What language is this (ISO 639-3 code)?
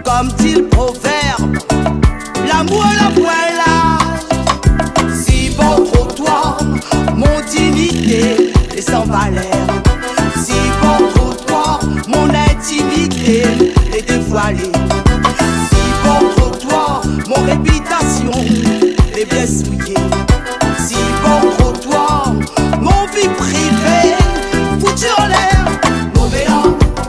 rcf